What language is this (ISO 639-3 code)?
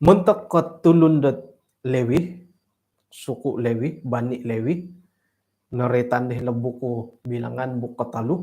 dtp